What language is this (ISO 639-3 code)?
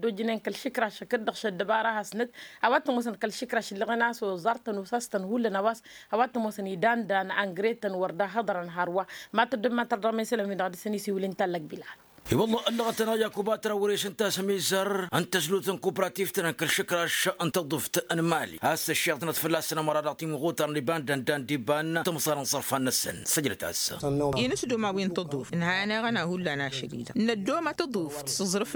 taq